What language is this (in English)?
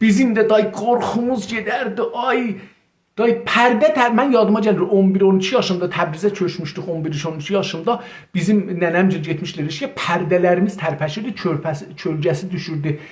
South Azerbaijani